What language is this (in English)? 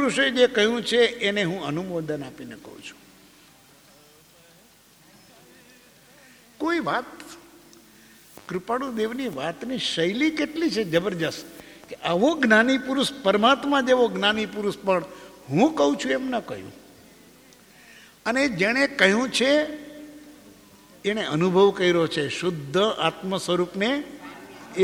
Gujarati